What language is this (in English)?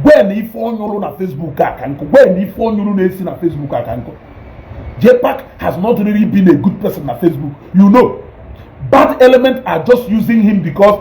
Igbo